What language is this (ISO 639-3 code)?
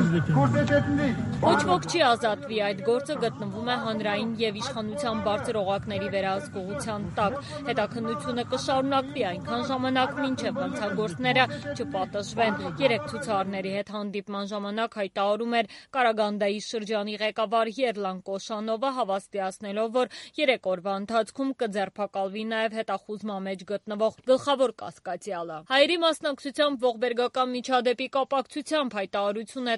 hye